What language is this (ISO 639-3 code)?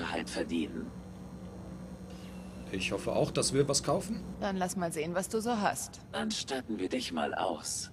deu